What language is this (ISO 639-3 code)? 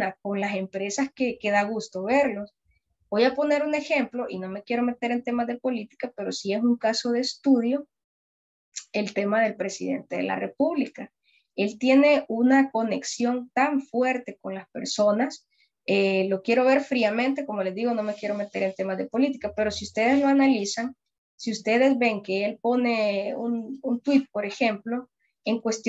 spa